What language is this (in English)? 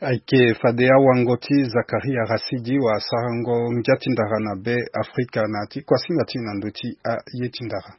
Sango